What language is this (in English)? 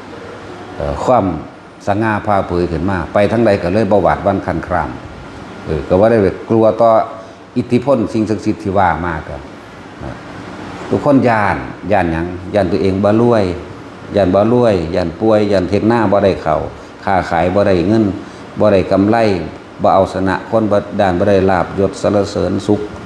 Northeastern Thai